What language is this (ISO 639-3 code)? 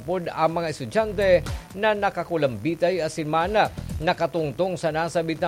bik